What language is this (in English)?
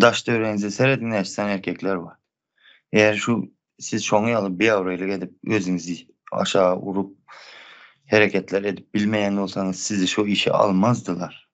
Turkmen